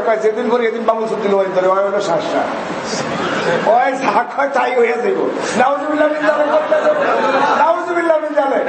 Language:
Bangla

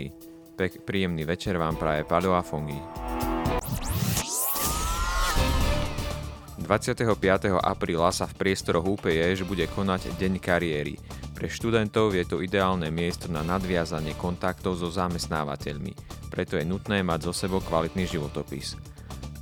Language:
Slovak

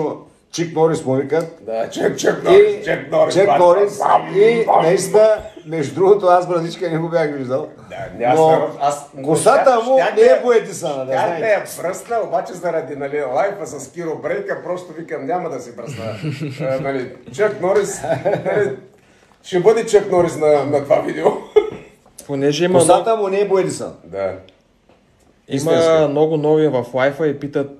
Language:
Bulgarian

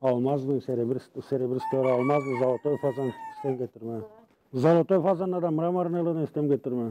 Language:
Gagauz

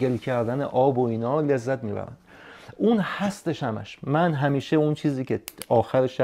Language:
Persian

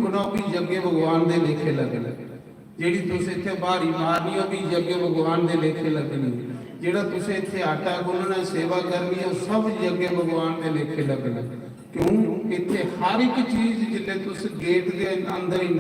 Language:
Dogri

